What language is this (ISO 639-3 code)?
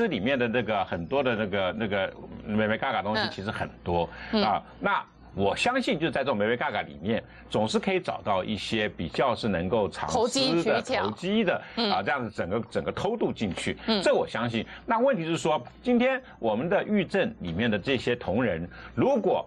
zho